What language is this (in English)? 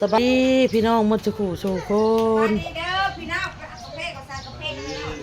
Northeastern Thai